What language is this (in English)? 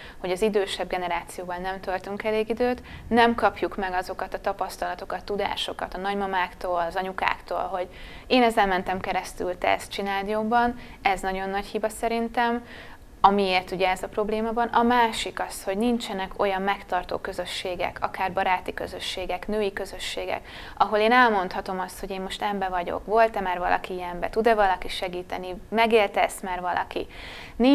Hungarian